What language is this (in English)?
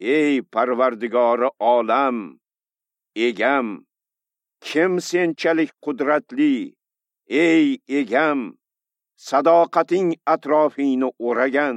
Uzbek